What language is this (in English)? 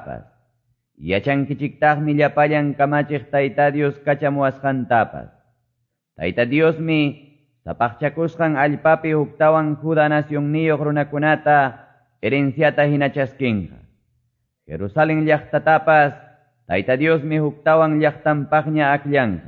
Quechua